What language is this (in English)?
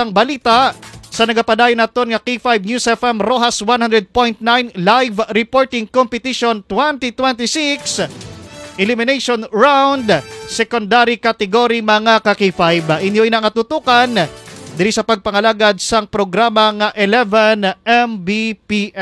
Hiligaynon